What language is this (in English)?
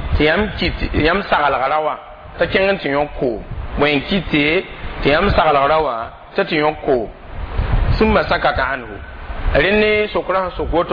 Mossi